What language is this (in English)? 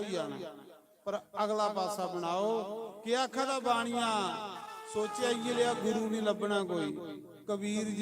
Dogri